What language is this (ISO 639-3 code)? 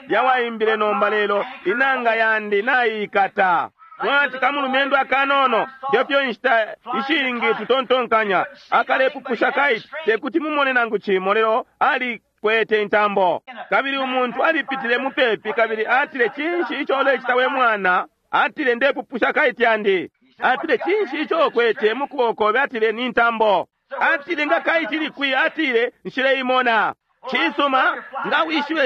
bem